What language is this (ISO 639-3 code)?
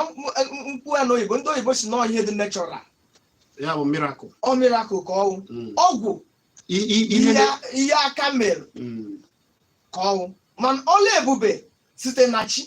ibo